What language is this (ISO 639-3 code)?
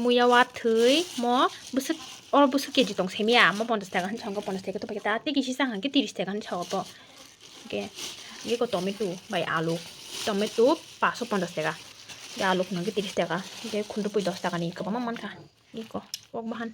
trp